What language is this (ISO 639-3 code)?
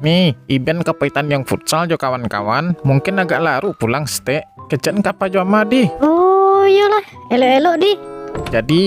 min